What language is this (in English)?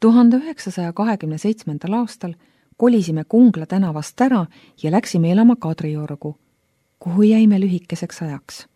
Estonian